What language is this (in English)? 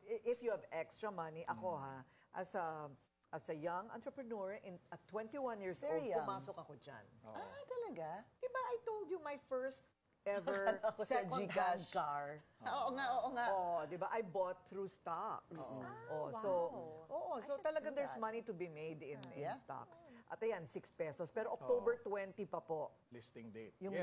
Filipino